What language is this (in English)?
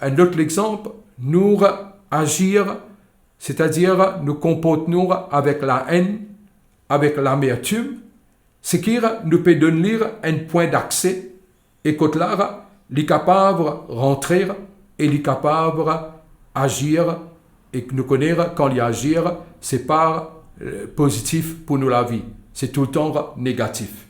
Morisyen